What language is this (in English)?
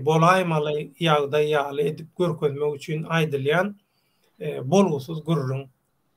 Turkmen